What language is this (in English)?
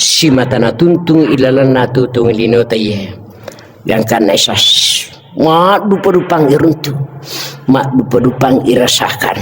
Buginese